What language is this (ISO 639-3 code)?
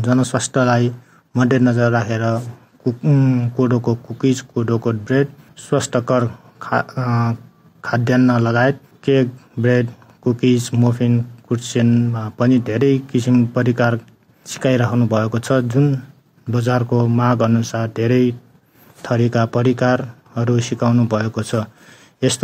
nep